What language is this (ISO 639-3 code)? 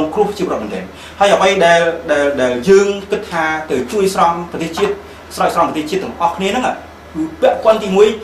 khm